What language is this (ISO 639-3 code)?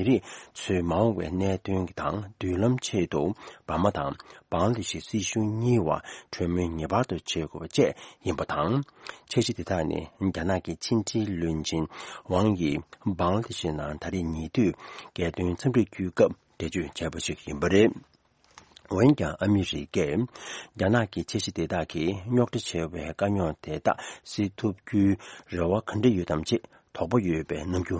bod